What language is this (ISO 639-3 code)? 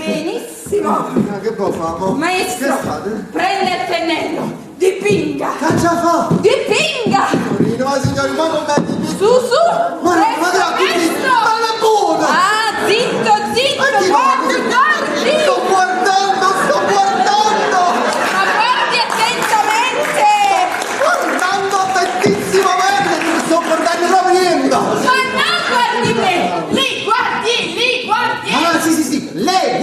nap